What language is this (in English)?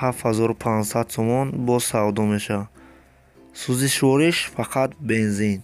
Tajik